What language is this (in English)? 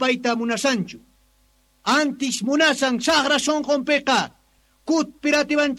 Quechua